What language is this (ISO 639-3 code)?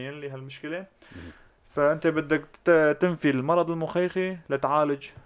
apc